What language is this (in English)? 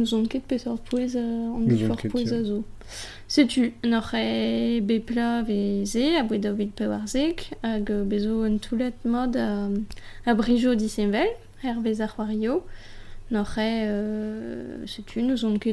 Breton